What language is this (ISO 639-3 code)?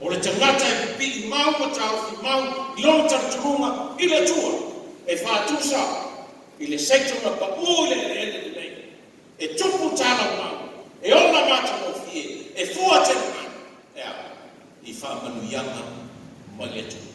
smo